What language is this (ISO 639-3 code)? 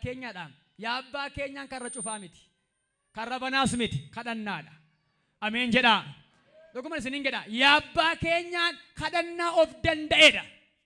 orm